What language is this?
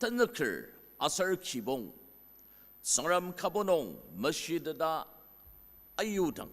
Ao Naga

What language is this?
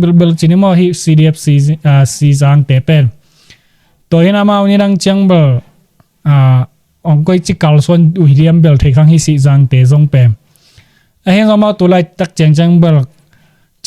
Tedim Chin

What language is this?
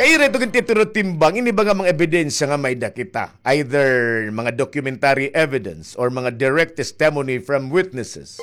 Waray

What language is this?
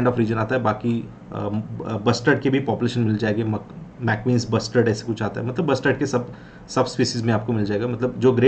Hindi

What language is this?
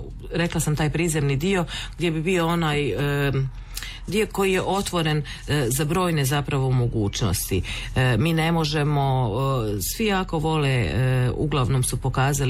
Croatian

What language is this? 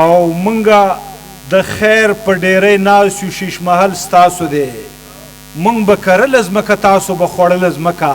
Pashto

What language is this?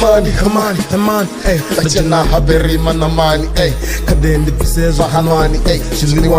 Venda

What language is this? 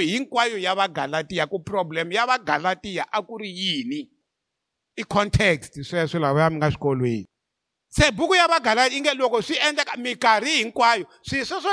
Tsonga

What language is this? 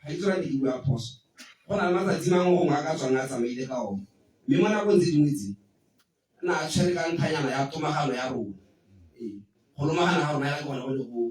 Tswana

